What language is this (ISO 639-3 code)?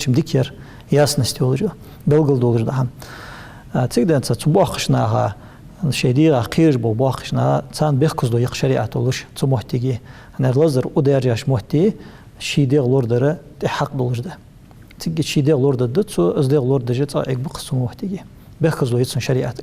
inh